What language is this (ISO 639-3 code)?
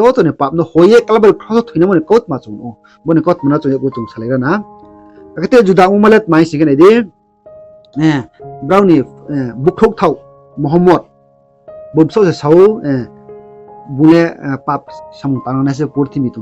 ria